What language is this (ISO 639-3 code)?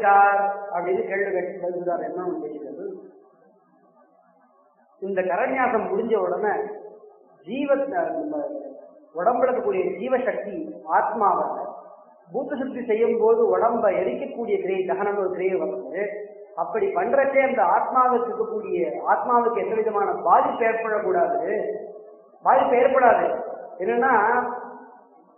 tam